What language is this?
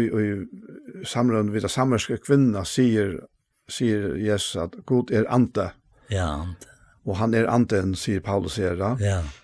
Faroese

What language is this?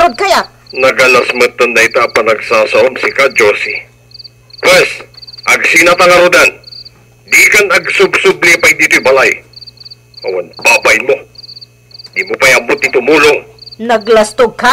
Iloko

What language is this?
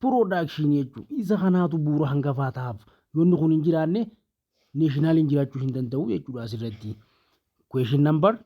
Oromo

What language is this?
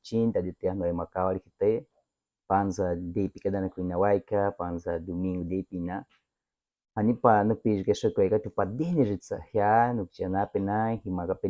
Baniwa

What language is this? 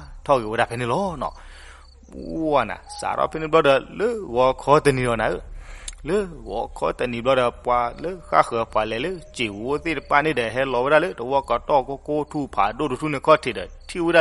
S'gaw Karen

